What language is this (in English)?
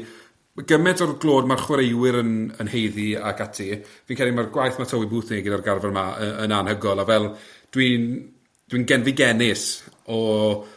Welsh